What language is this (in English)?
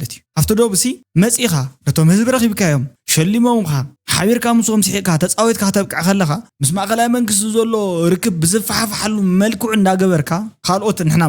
Tigrinya